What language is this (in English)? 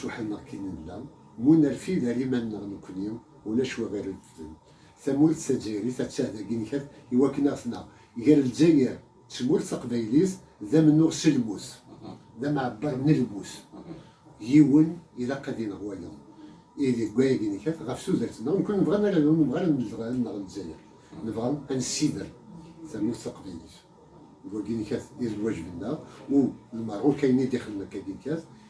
Kabyle